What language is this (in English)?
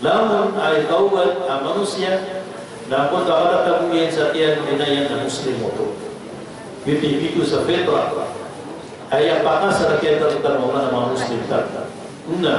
Maranao